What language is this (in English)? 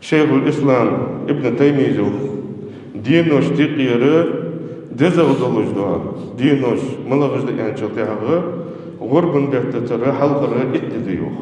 Ingush